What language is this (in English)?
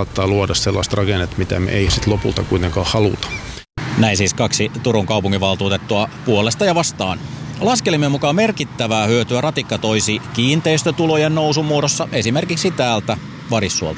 Finnish